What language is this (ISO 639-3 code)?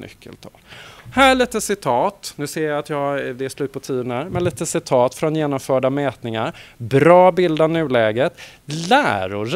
swe